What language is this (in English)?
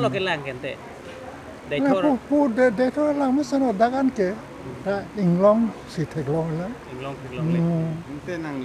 Karbi